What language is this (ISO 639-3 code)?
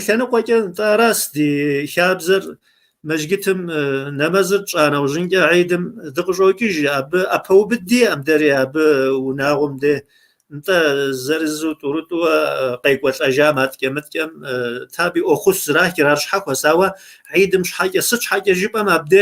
kbd